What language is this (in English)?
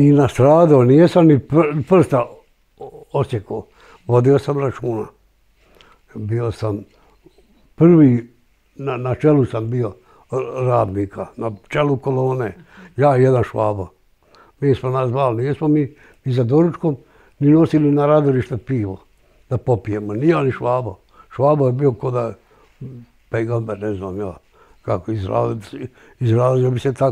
Bosnian